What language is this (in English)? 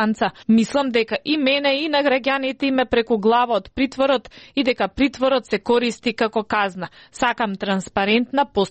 Macedonian